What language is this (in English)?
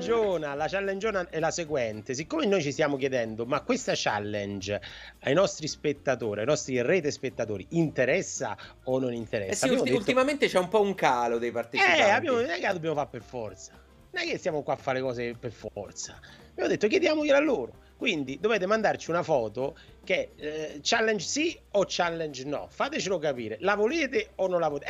Italian